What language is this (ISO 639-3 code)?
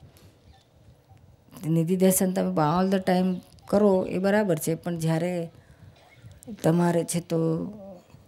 guj